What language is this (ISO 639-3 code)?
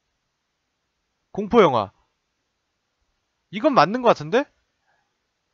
kor